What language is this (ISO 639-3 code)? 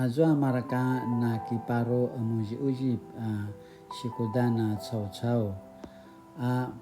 pwn